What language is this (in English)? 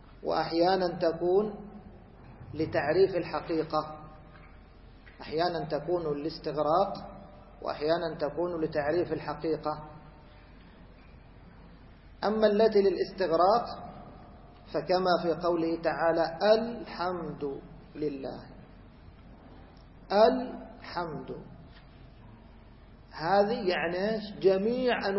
Arabic